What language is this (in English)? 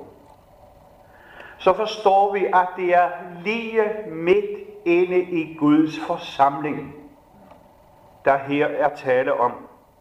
Danish